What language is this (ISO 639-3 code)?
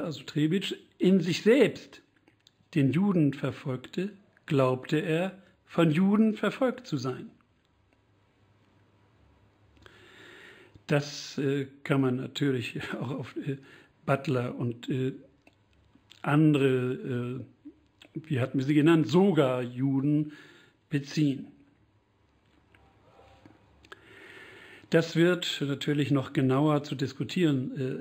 deu